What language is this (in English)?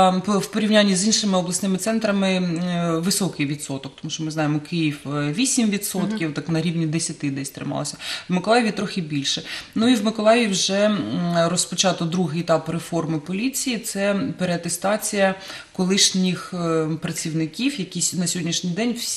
Ukrainian